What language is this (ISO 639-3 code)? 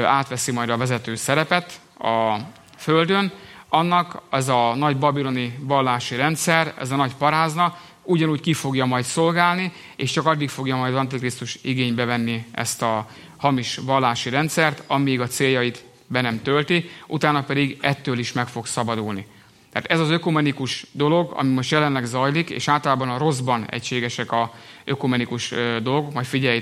hun